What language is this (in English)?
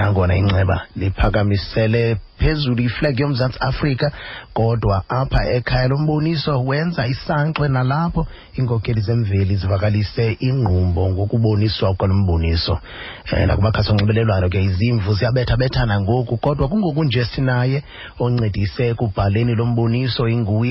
Xhosa